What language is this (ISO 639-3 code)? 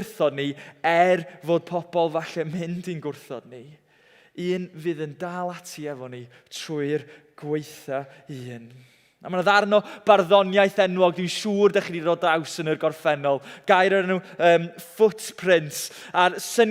cym